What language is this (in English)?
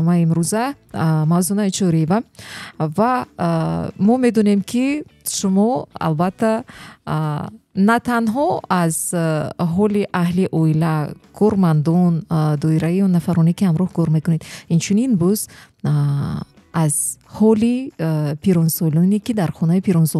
Tajik